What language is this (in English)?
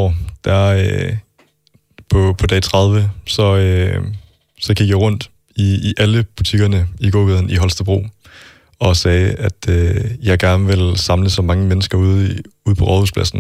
Danish